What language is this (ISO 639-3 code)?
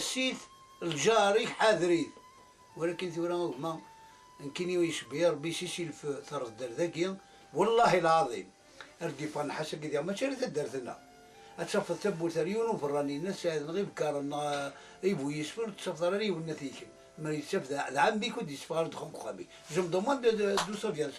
kab